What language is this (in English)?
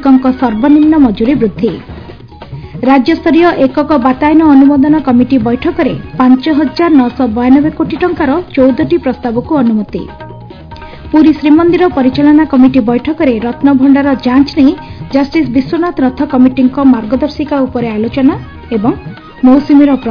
Odia